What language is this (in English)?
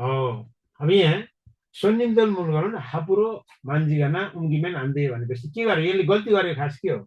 Nepali